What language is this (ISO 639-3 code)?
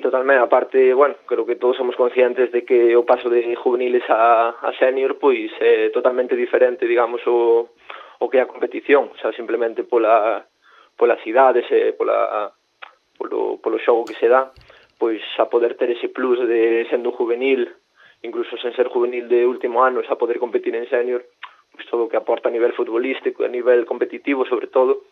glg